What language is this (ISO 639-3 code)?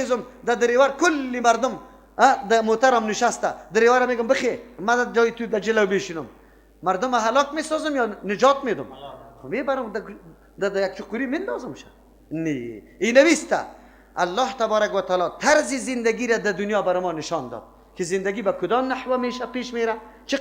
fas